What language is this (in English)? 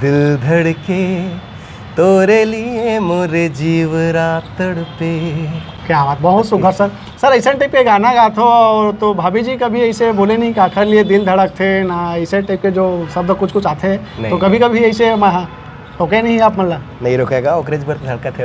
Chhattisgarhi